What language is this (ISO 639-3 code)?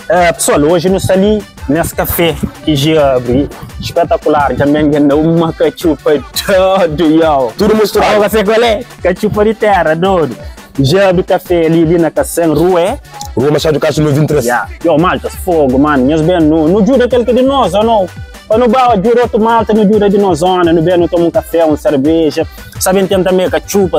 kea